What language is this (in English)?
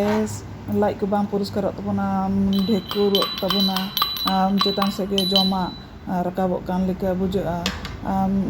Santali